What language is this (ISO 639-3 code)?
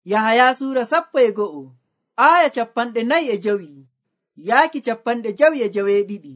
fuv